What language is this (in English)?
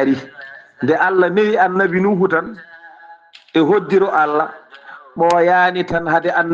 Fula